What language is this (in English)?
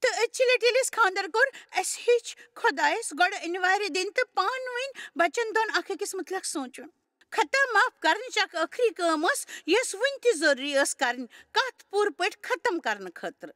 Kashmiri